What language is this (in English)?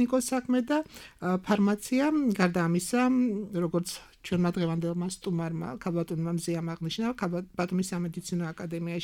Georgian